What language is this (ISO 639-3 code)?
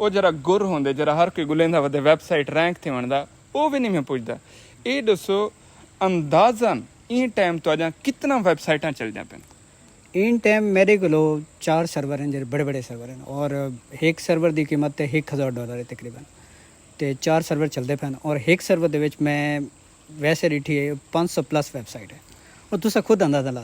skr